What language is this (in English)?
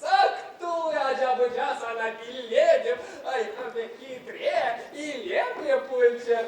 Chuvash